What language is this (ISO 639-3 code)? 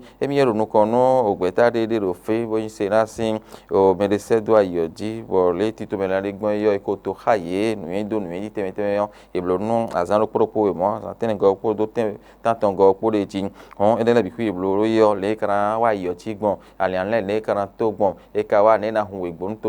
fon